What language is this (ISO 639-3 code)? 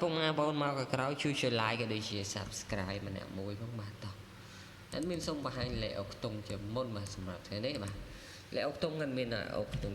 khm